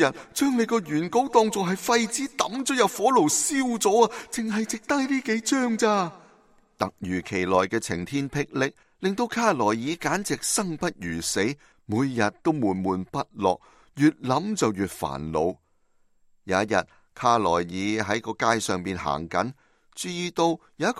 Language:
Cantonese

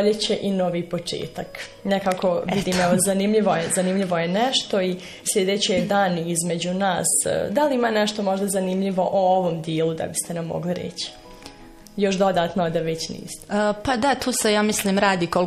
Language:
Bosnian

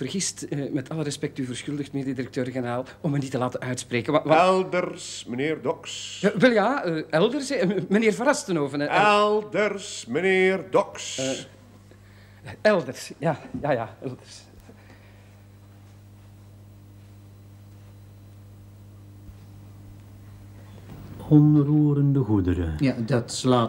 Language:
Dutch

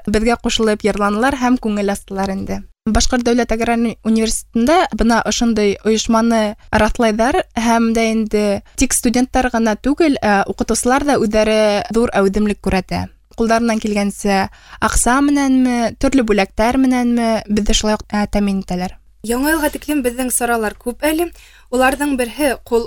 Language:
Bashkir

